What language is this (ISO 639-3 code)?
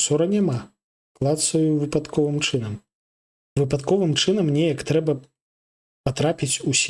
bel